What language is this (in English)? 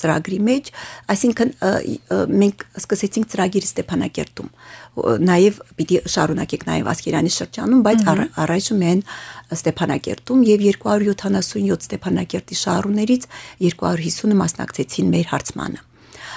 Armenian